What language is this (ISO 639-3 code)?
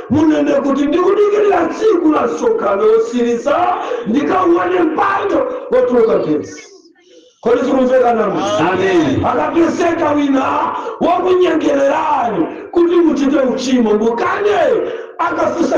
nya